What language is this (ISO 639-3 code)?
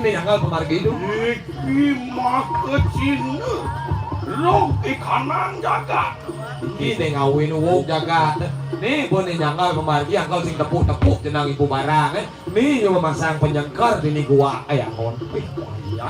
ban